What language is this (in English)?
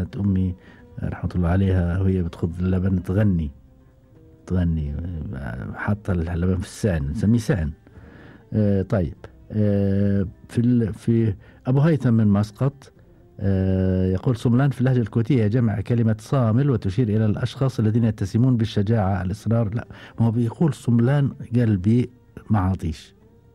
Gulf Arabic